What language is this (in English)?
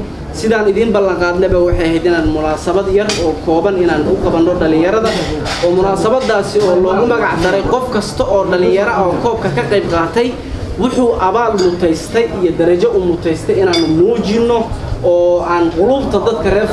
Somali